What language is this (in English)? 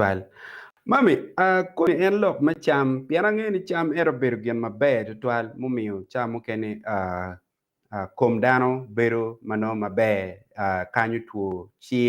Acoli